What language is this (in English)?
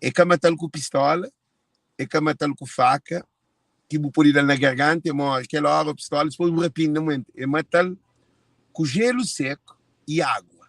Kabuverdianu